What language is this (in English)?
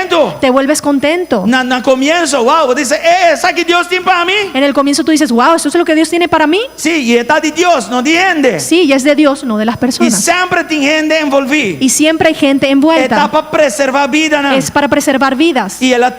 Papiamento